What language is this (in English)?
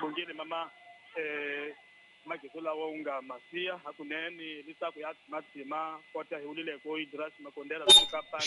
Tsonga